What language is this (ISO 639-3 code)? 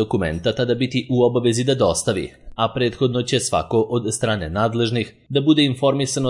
srp